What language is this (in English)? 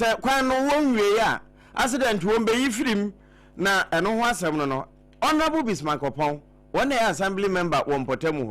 Akan